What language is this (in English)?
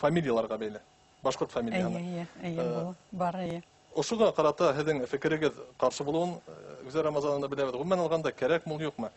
Bashkir